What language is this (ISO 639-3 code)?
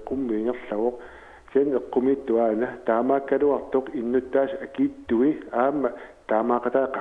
kal